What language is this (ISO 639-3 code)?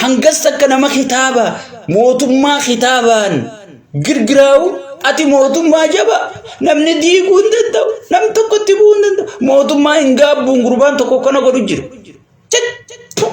orm